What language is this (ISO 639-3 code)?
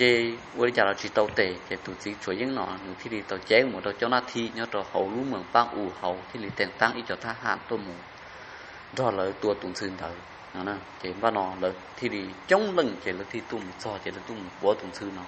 hmn